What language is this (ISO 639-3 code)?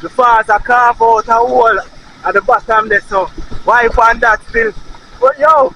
jam